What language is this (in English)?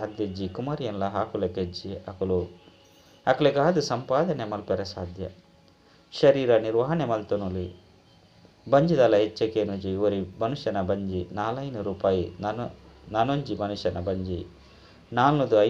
Tulu